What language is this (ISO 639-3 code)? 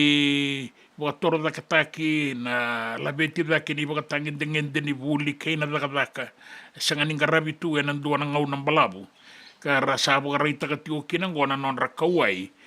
fij